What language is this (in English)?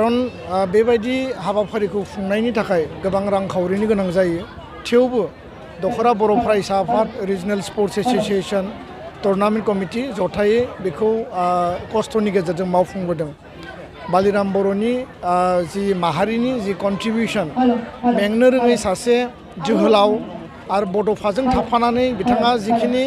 Bodo